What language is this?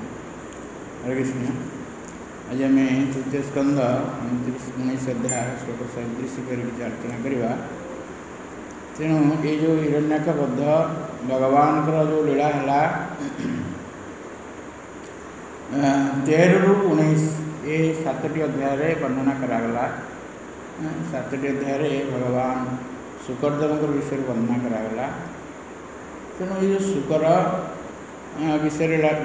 Odia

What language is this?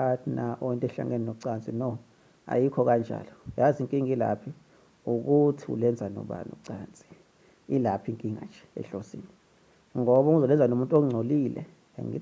Zulu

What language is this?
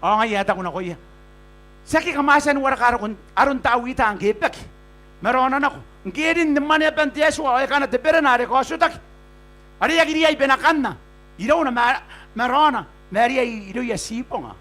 Gilbertese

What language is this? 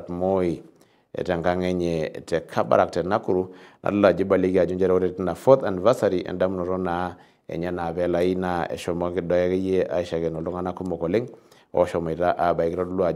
Masai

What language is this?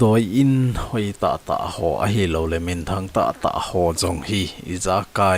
Thado Chin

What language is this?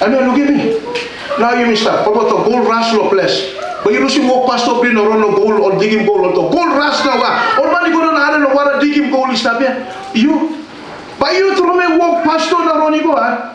Tok Pisin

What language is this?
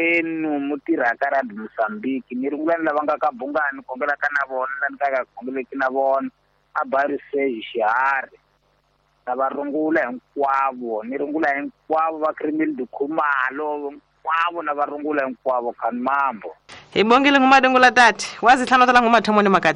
Tsonga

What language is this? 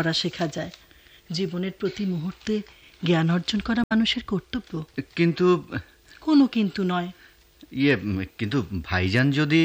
Bangla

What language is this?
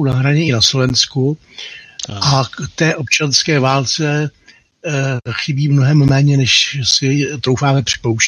Czech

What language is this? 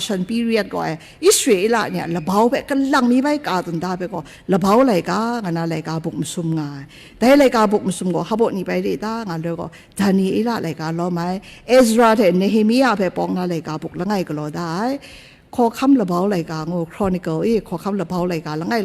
Kachin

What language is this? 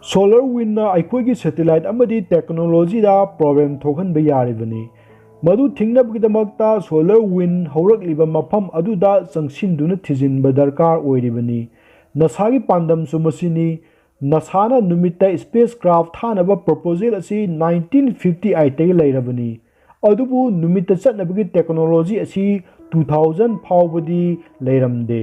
Manipuri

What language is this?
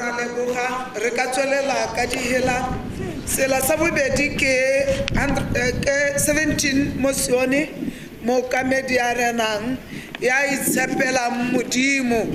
Tswana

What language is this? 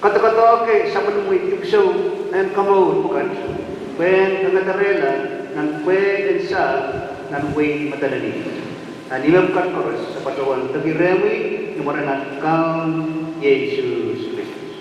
Pohnpeian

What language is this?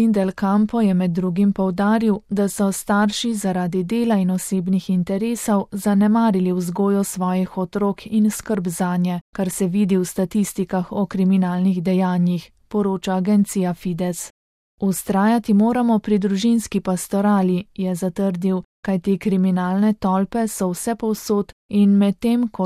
Slovenian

